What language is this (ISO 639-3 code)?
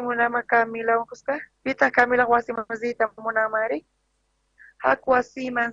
quh